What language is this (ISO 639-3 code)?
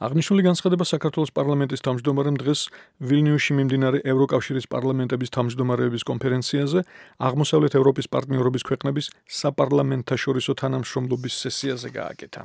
kat